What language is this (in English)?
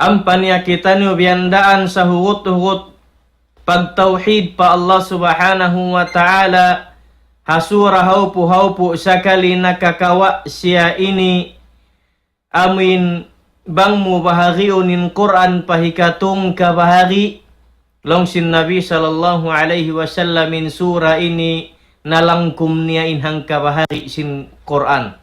Tausug